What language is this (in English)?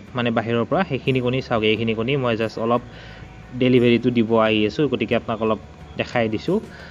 Assamese